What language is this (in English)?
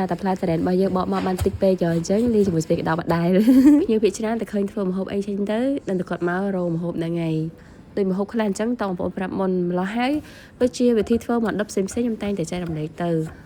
Khmer